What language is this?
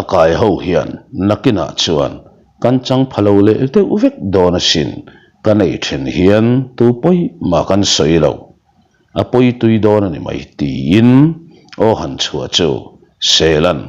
Mizo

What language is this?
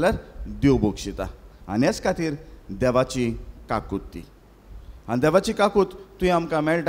Konkani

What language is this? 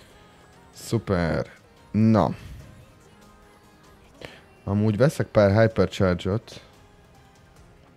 Hungarian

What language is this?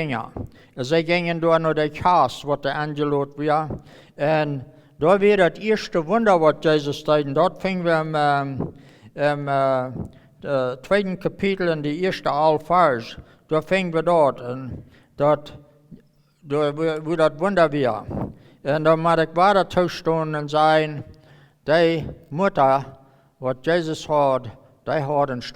Plautdietsch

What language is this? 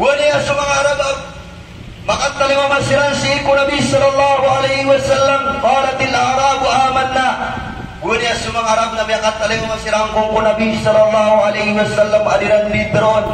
Maranao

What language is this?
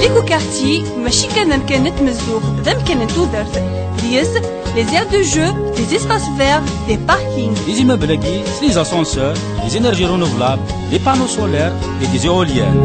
Kabyle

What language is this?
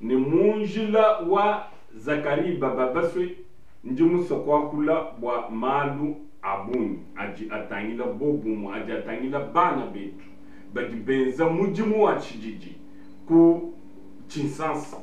Luba-Lulua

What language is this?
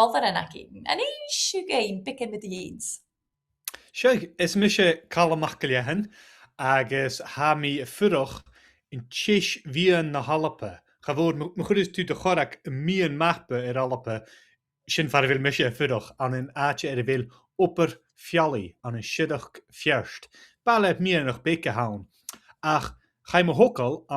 Scottish Gaelic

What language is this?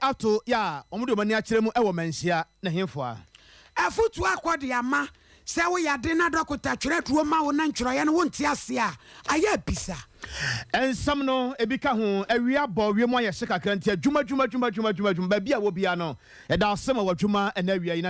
Akan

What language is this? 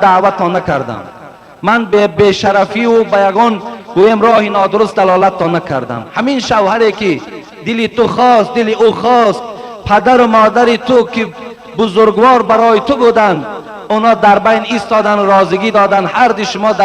Tajik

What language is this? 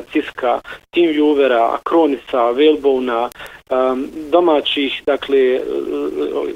Bosnian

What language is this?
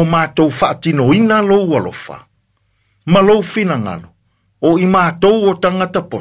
Samoan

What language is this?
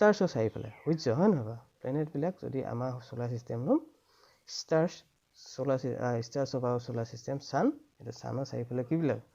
Assamese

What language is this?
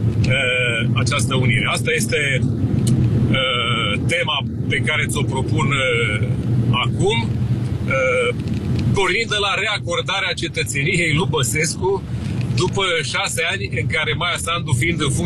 Romanian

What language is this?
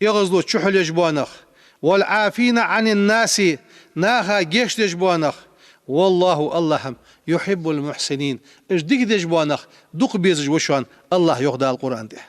Ingush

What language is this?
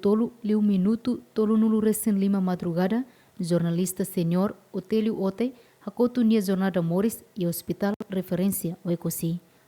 Tetum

